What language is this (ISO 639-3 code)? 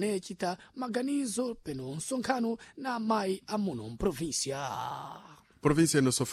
seh